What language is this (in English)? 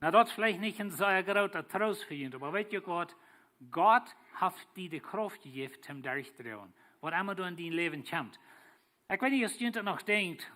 Plautdietsch